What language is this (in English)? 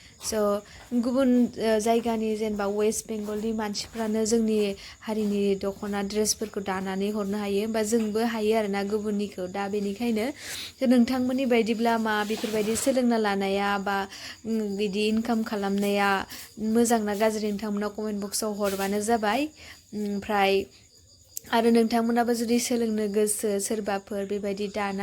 Bodo